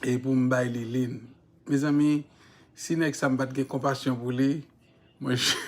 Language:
Haitian Creole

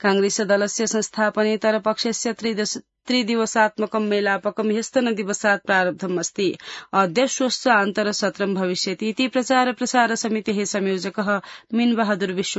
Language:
Sanskrit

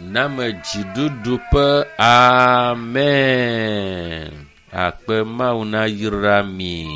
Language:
Ewe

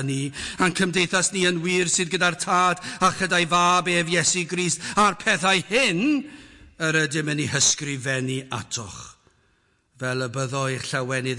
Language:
Welsh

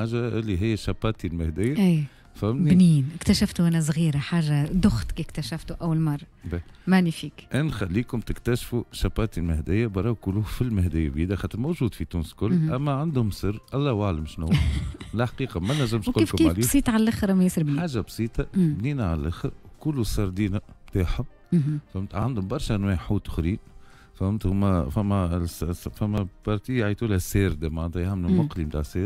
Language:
Tunisian Arabic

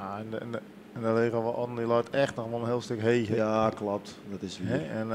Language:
Western Frisian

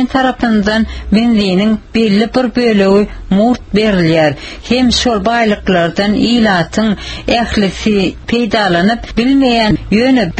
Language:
Turkmen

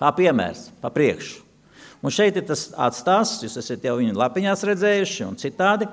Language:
Latvian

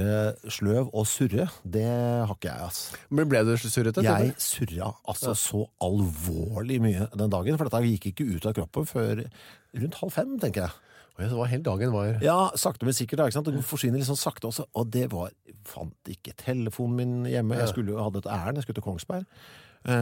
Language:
Norwegian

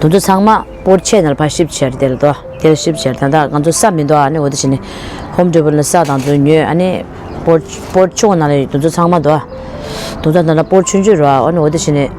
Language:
Tibetan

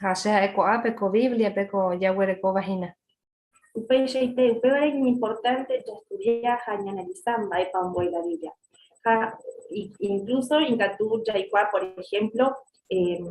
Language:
Guarani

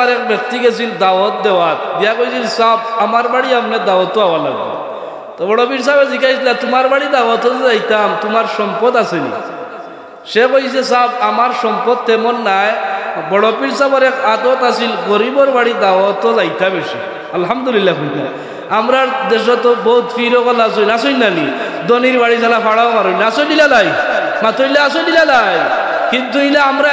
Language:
Sylheti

